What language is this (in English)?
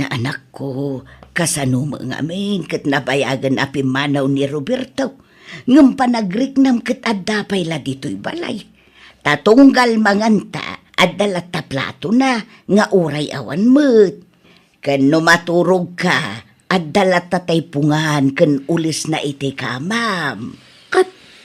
Iloko